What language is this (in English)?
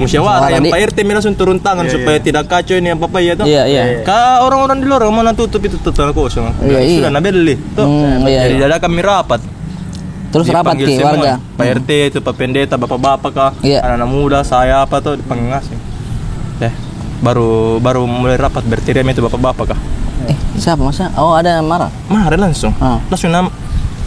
Makassar Malay